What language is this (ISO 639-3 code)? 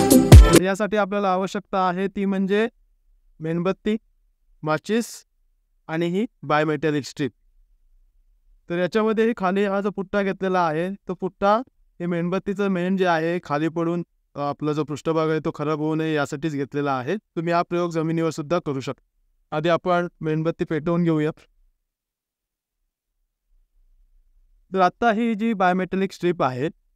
mar